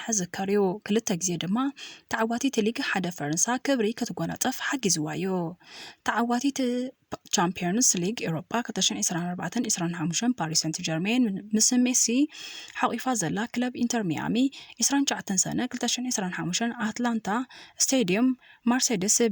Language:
Tigrinya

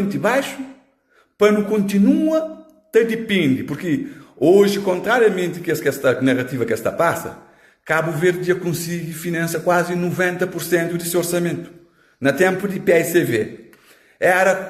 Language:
Kabuverdianu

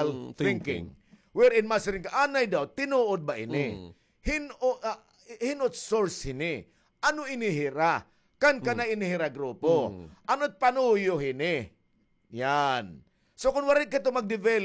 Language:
Waray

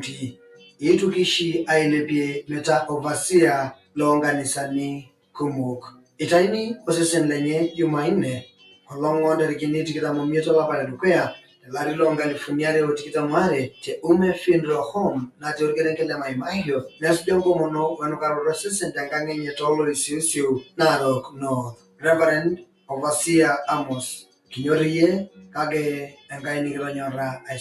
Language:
Masai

